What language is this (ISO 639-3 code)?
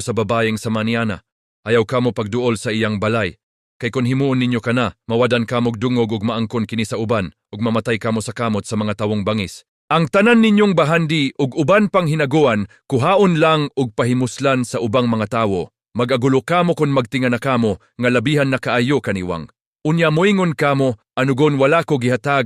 ceb